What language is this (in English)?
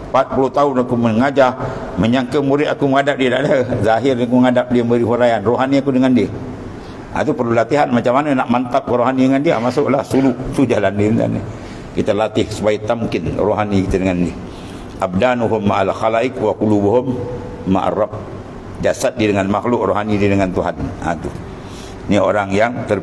Malay